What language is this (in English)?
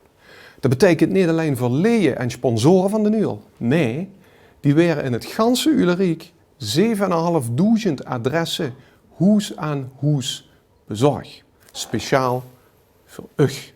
Limburgish